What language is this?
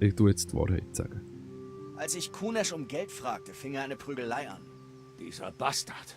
Swiss German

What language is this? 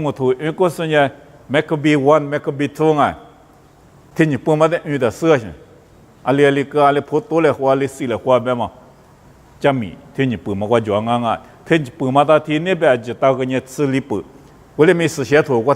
Lisu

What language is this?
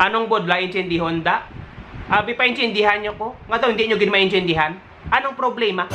Hiligaynon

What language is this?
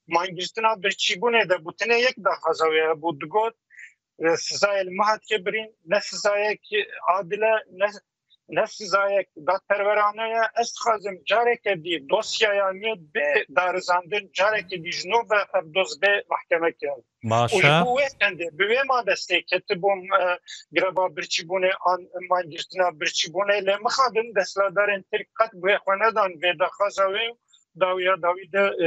Kurdish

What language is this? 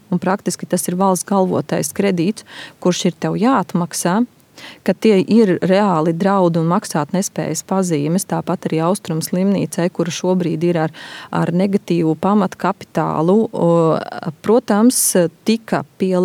Latvian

